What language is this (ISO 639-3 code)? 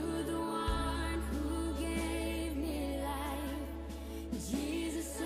fij